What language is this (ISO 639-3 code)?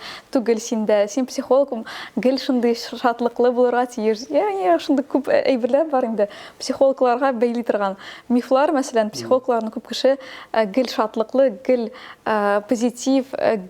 tat